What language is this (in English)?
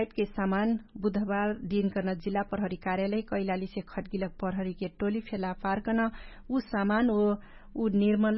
Dangaura Tharu